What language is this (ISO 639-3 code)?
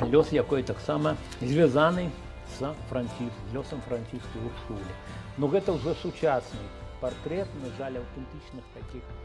bel